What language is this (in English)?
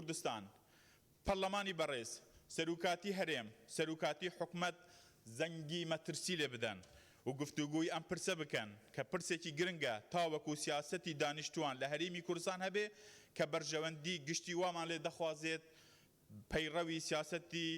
Central Kurdish